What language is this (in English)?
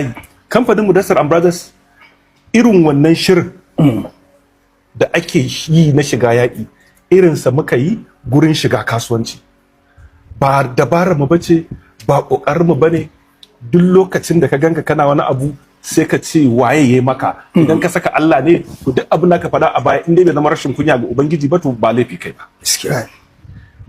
Hausa